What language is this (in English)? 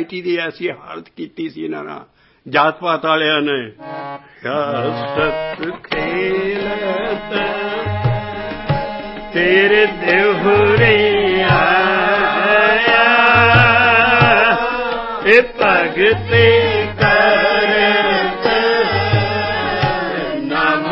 Punjabi